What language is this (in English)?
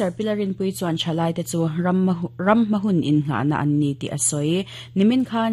Mizo